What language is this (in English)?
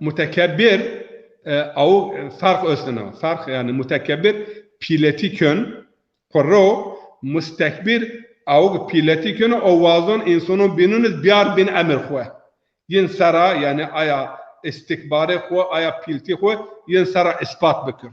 Zaza